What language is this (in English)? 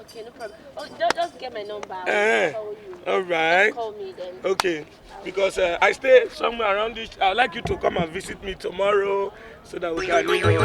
Nigerian Pidgin